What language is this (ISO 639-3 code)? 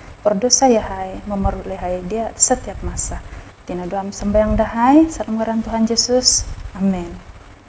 dtp